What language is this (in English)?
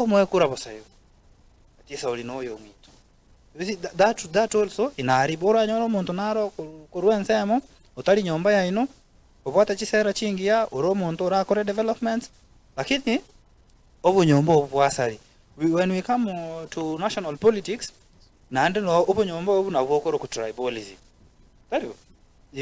Gusii